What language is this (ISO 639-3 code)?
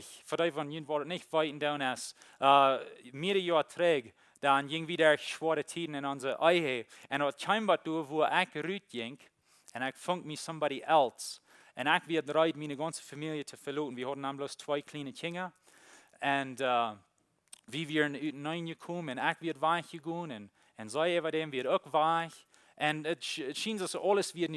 pdt